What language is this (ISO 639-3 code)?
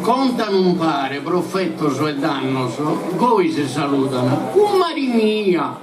srd